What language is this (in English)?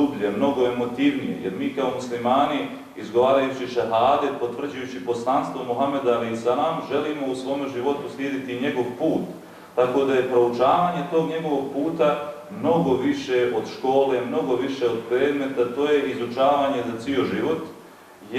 Bosnian